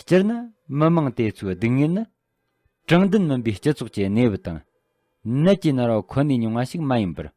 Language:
Tibetan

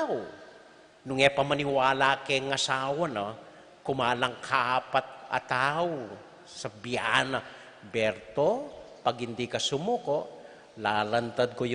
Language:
Pampanga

